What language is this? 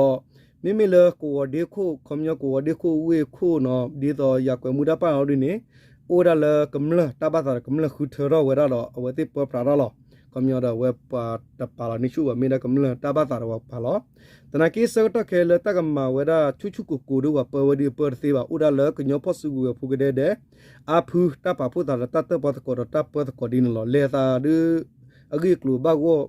S'gaw Karen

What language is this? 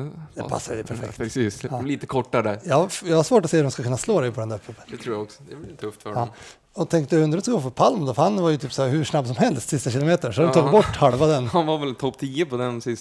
Swedish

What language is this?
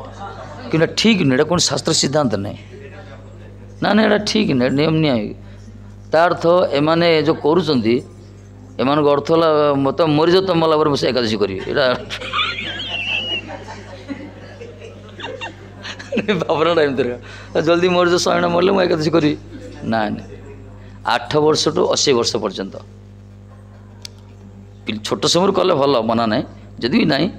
Odia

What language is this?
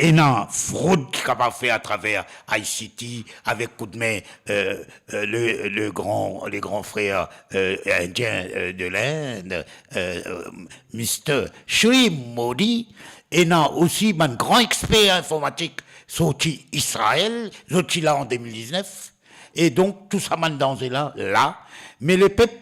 Morisyen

